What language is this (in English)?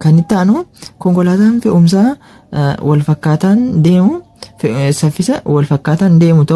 Oromo